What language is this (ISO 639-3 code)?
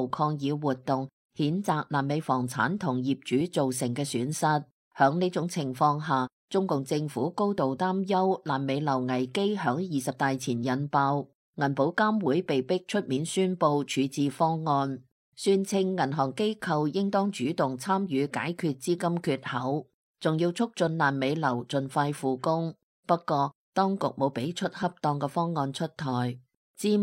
yue